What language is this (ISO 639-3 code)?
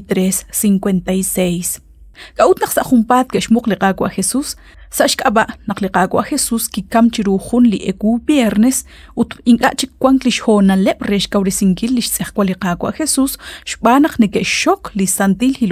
kek